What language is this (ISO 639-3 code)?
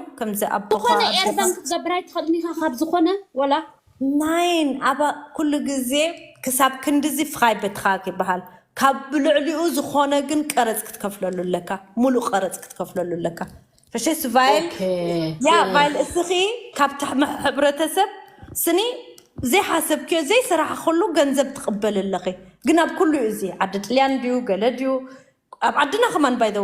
tir